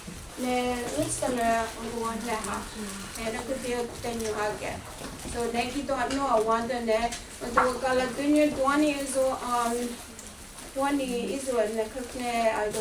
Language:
Mohawk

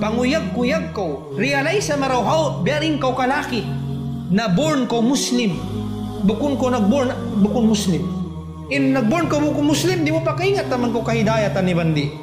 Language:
Tausug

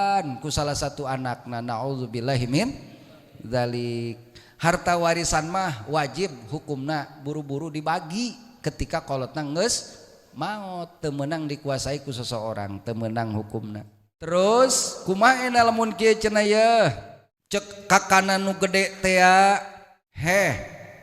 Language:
Sundanese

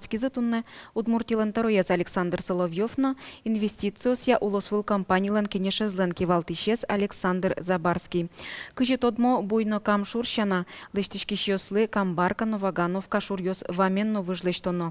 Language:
Udmurt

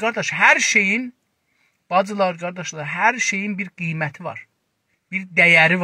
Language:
South Azerbaijani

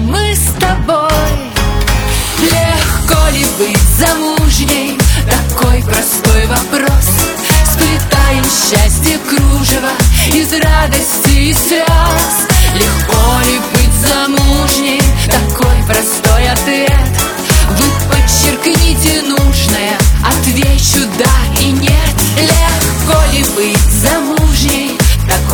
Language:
Russian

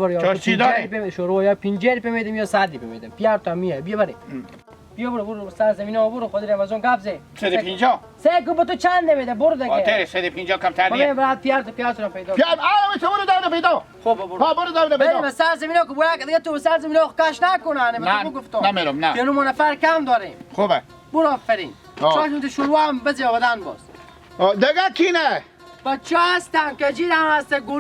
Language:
Hazaragi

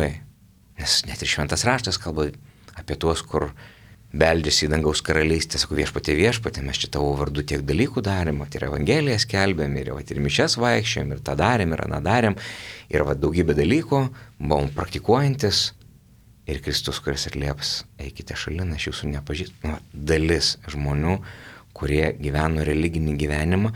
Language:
Lithuanian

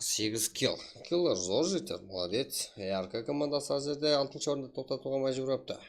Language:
Kara-Kalpak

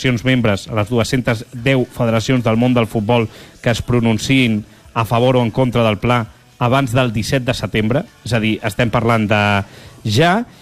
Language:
Catalan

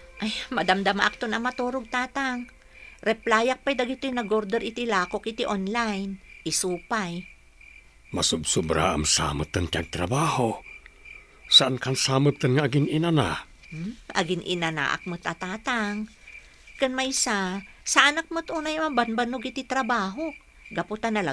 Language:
Iloko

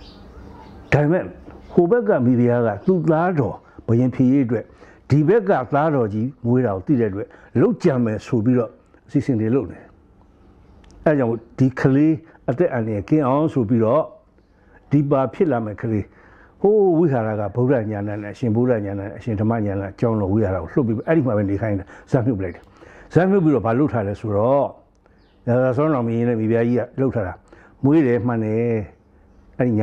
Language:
Burmese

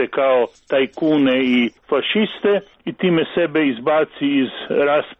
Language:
Croatian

